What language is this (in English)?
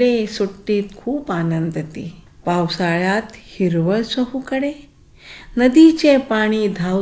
Marathi